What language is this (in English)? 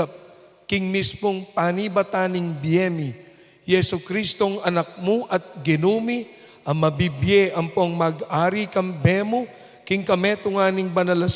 Pampanga